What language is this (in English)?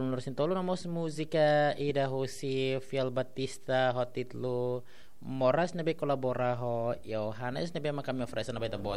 Tetum